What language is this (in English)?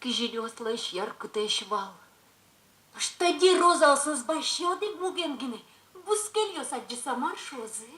Udmurt